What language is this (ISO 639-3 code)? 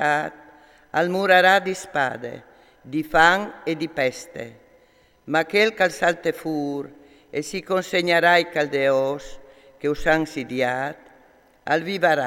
fur